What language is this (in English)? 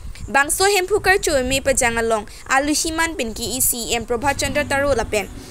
Karbi